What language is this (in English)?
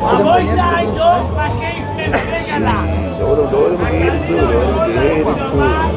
Yiddish